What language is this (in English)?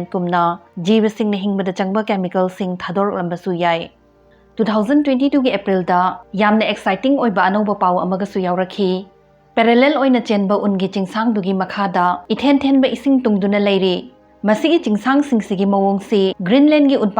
Manipuri